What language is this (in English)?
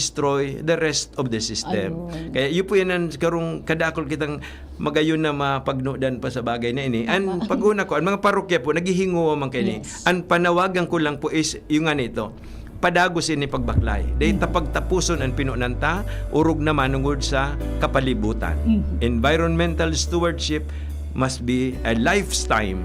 Bikol